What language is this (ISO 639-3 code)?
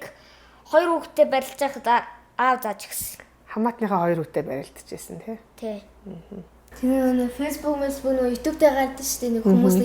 mon